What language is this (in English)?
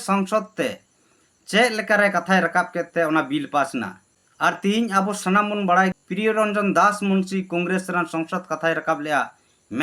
Santali